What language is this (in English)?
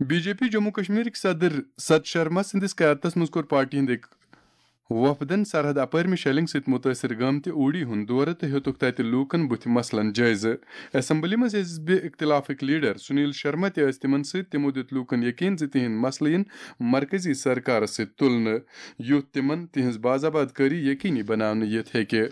Kashmiri